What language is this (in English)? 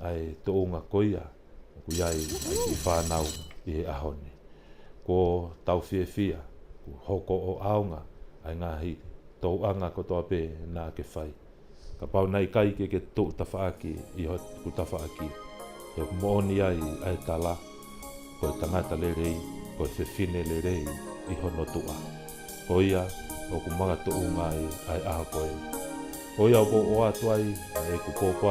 Tongan